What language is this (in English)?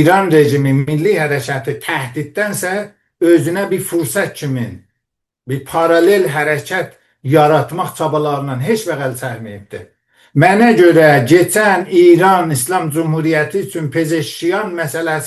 South Azerbaijani